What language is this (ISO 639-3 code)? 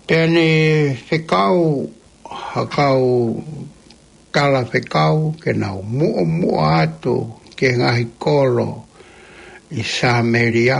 ton